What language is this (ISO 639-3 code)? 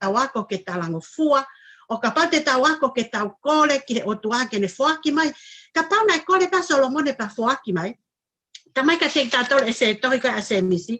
ton